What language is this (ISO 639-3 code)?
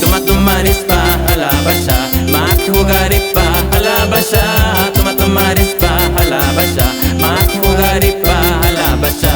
que